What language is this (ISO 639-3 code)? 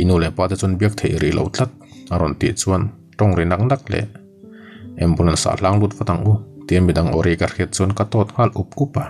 lus